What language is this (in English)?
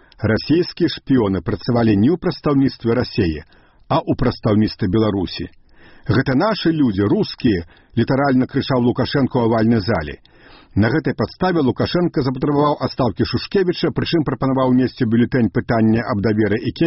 Belarusian